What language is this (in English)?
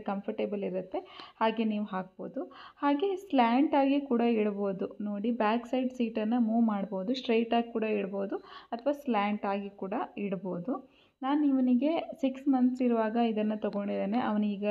Kannada